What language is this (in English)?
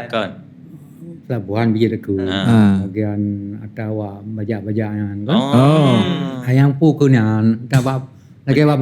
Achinese